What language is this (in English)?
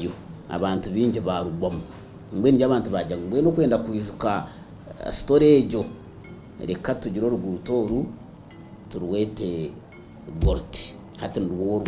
Nyankole